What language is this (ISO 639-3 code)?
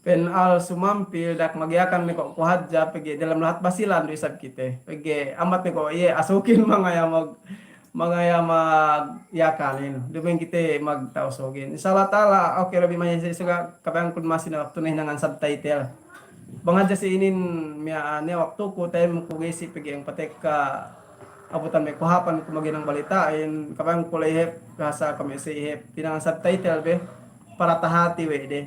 yka